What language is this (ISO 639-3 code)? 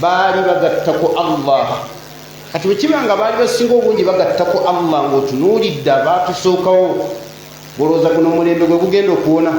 lug